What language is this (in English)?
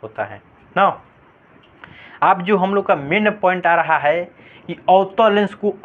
Hindi